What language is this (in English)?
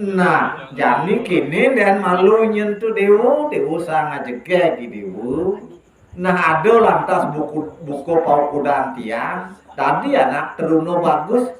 Balinese